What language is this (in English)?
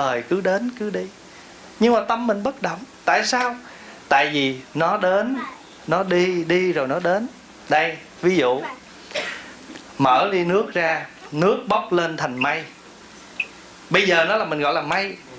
Vietnamese